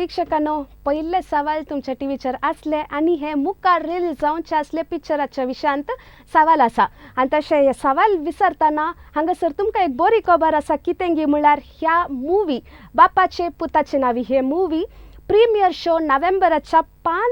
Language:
Konkani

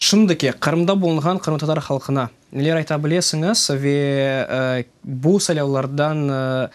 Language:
Crimean Tatar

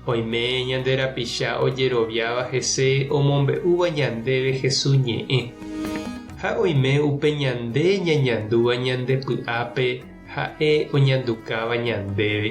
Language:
Guarani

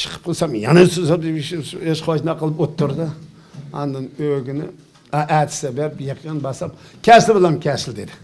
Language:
Uyghur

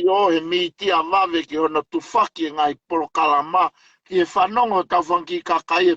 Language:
Tongan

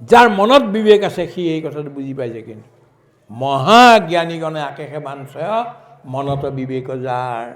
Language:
Assamese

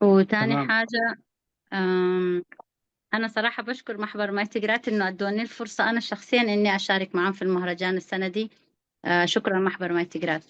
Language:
Tigre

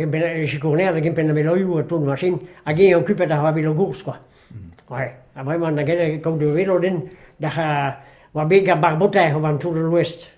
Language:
Breton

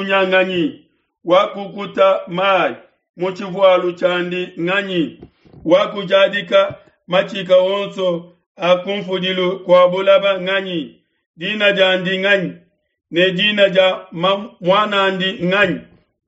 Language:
Luba-Lulua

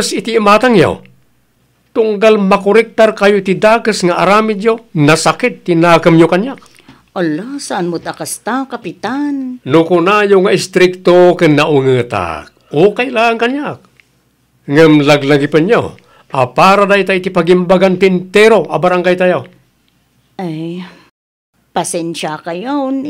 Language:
Iloko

